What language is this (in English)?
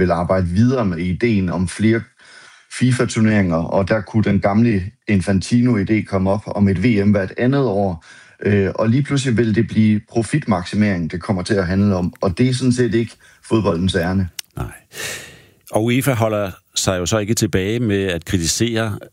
Danish